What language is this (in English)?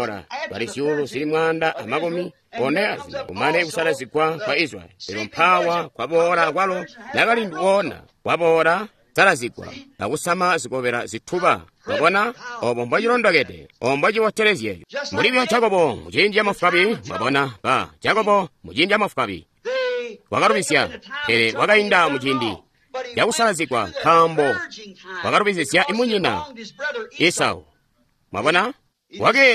Tonga (Zambia)